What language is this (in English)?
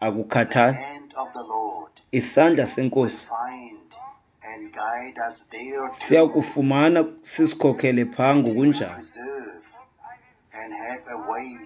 Xhosa